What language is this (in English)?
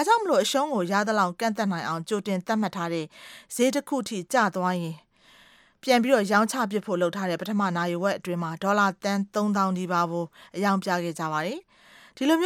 Burmese